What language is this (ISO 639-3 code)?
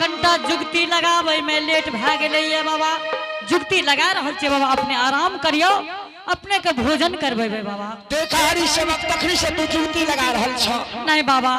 anp